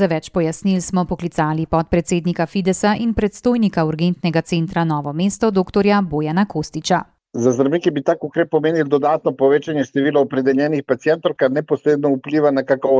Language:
Slovenian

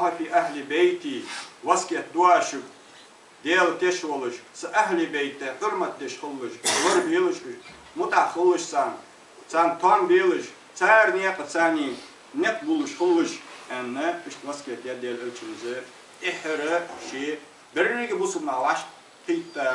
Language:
Ingush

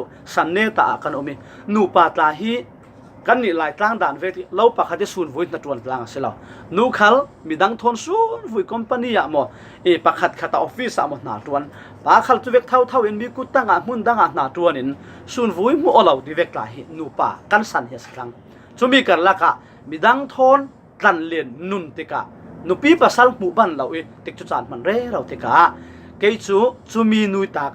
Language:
Falam Chin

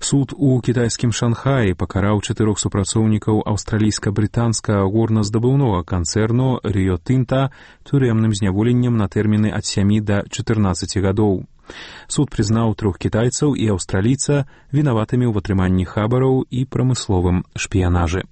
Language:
Belarusian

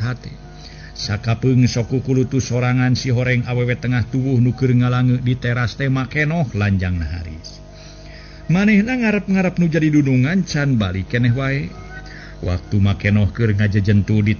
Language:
Sundanese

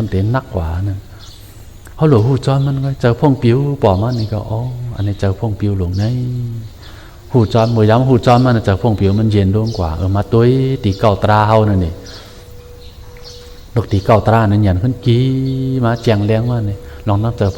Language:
Shan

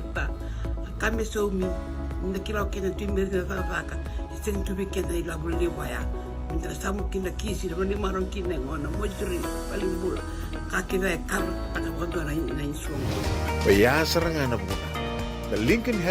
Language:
Fijian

